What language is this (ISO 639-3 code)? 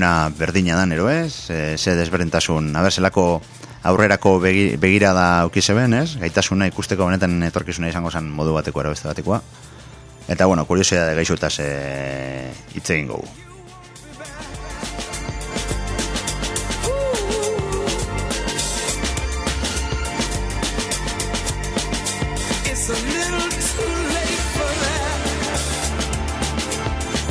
eus